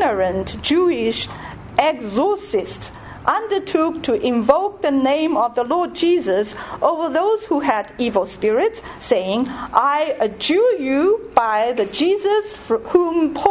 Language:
English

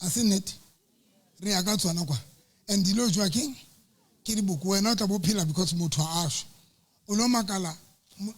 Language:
Southern Sotho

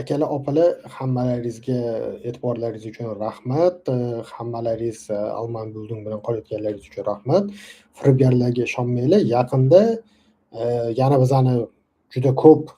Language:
Uzbek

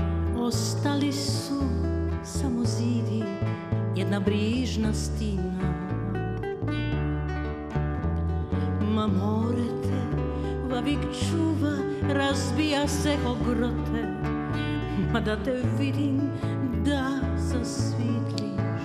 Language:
Croatian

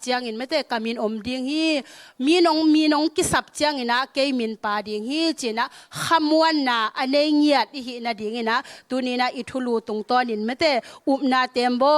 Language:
Tedim Chin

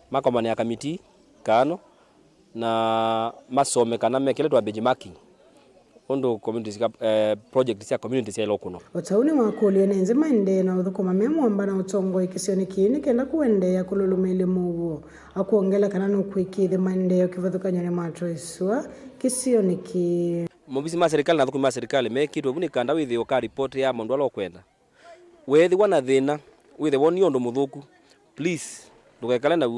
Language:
Kamba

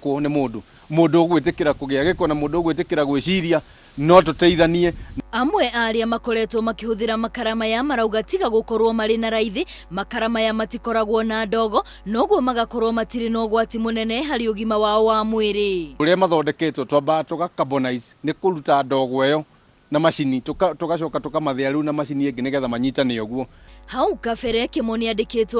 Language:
Kikuyu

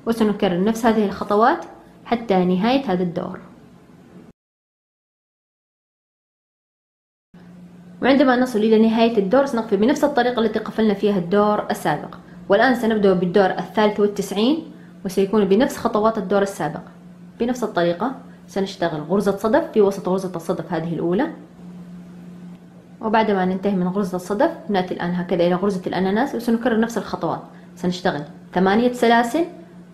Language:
Arabic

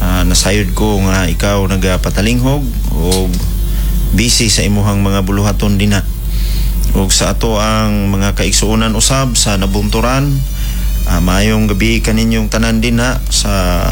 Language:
Cebuano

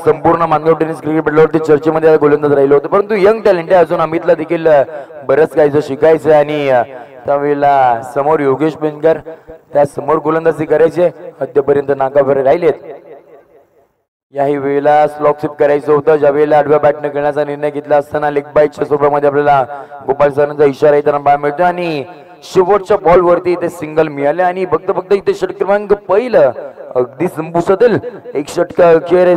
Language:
Marathi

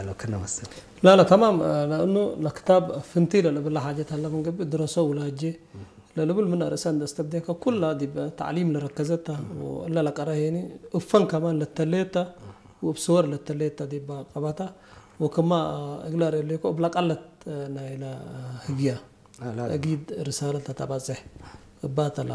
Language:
Tigrinya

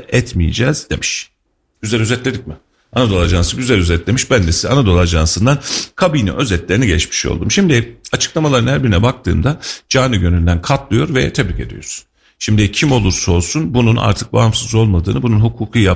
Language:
Turkish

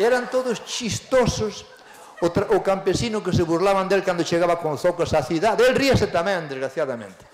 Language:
Galician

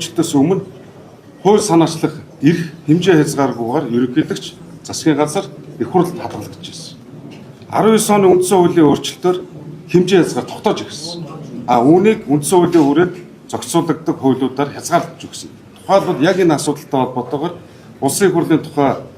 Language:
Mongolian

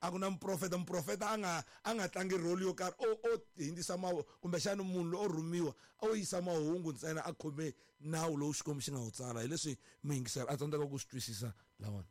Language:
Tsonga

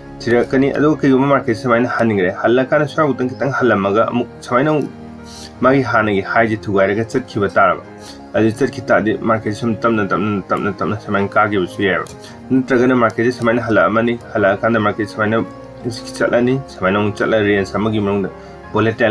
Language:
Manipuri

